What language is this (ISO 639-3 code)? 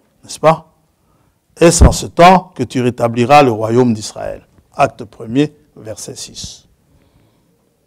fra